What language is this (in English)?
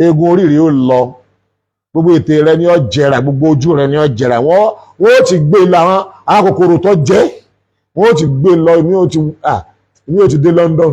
Yoruba